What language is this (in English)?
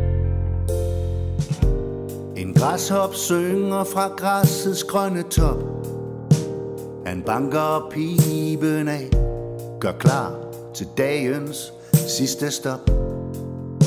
Danish